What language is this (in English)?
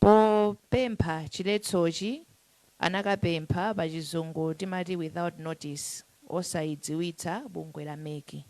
Nyanja